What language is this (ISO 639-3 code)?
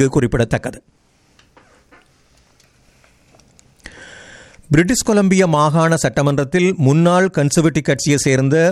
tam